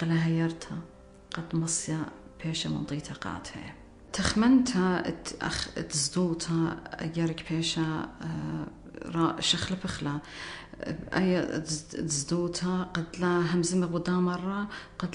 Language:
Assyrian Neo-Aramaic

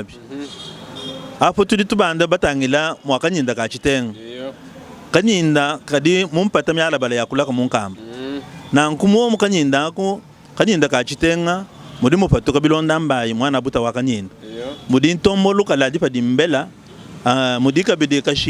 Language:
Luba-Lulua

